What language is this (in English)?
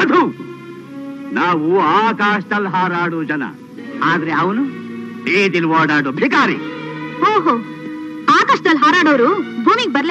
Kannada